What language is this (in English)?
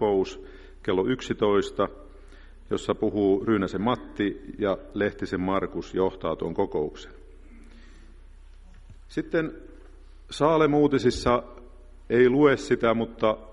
Finnish